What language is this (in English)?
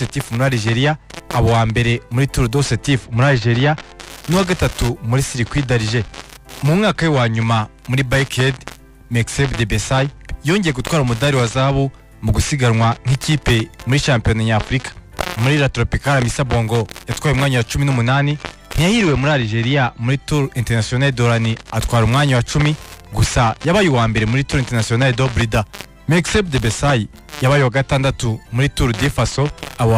Kinyarwanda